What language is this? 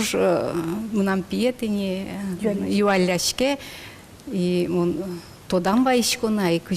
Udmurt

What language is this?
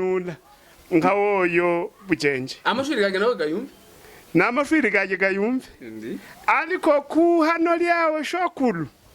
Havu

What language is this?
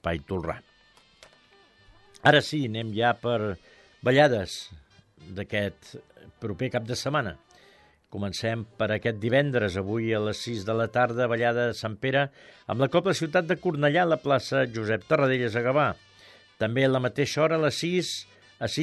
Catalan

